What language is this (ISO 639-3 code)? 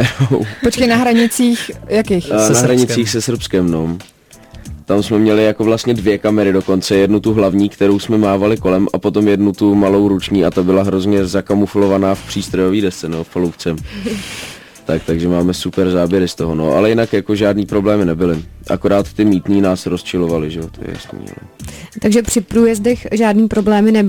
ces